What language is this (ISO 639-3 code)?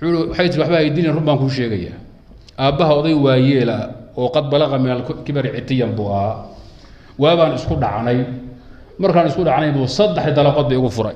som